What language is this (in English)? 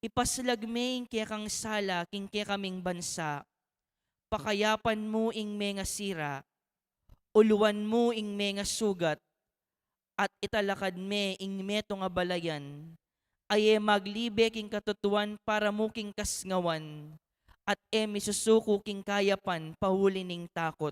Pampanga